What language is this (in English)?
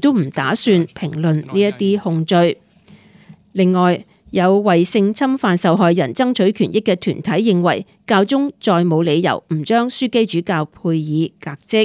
Cantonese